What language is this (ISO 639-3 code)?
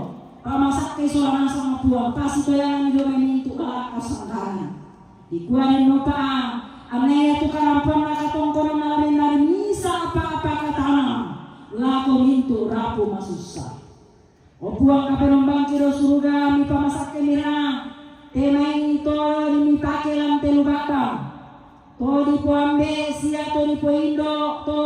sda